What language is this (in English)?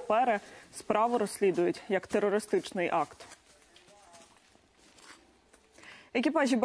Ukrainian